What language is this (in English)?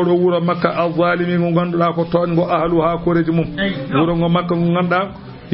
Fula